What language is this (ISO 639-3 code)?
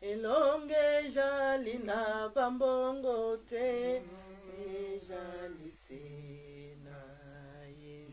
lin